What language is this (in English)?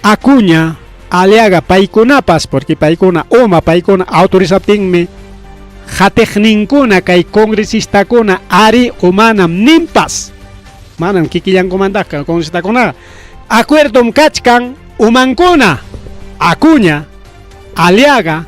Ayacucho Quechua